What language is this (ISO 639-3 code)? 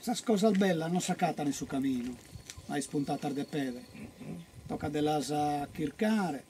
srd